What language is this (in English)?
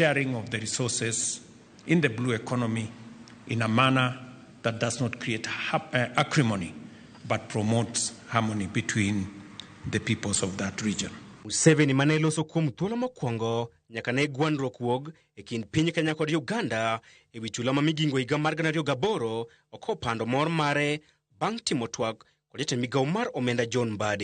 Luo (Kenya and Tanzania)